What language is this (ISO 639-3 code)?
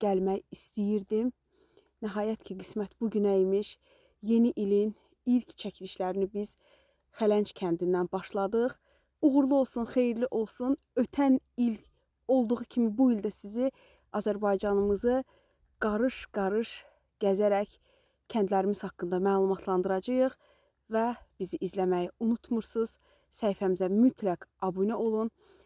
aze